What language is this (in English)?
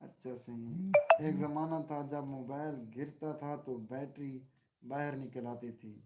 Saraiki